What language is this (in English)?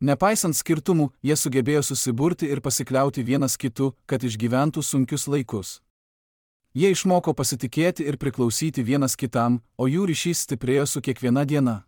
Lithuanian